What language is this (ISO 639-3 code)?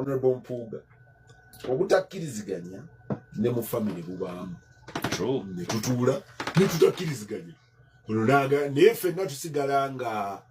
lug